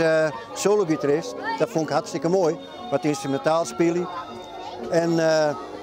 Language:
Western Frisian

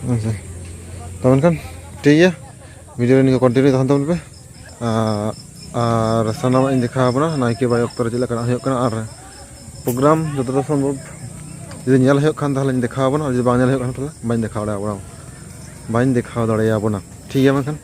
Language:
Santali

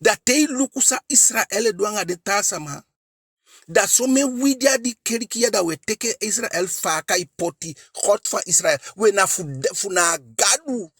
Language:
Eastern Maroon Creole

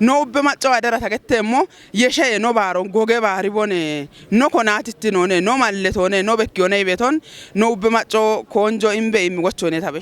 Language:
Kafa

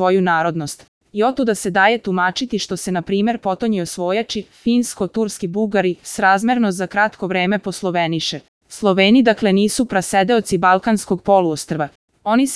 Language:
Serbian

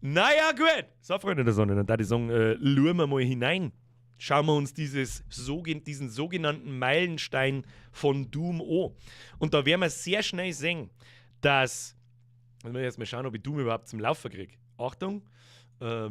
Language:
Bavarian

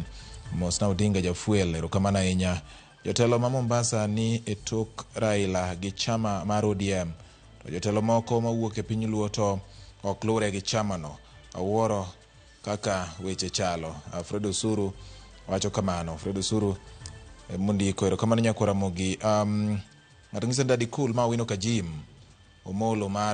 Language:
Luo (Kenya and Tanzania)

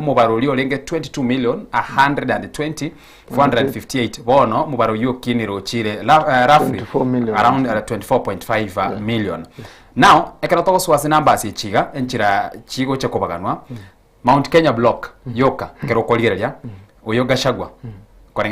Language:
Gusii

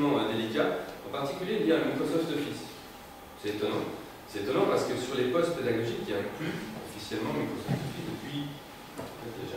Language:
French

